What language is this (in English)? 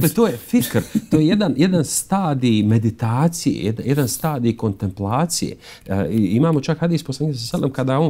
Bosnian